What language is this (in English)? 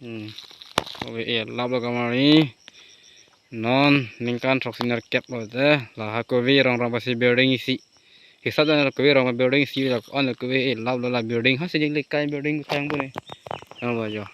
Karbi